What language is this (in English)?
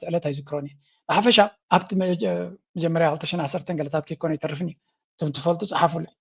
Tigrinya